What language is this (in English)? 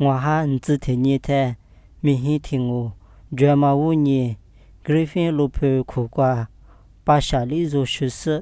Lisu